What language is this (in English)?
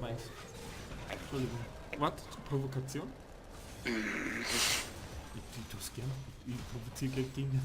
Bavarian